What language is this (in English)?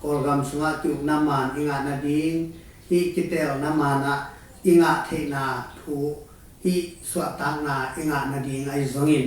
Tedim Chin